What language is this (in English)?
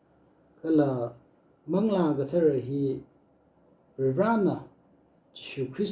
Tangkhul Naga (India)